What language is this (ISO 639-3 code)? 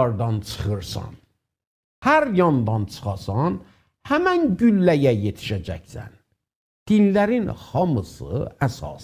azb